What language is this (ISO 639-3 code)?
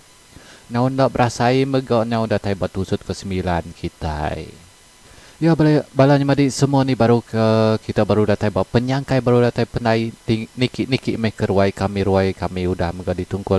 iba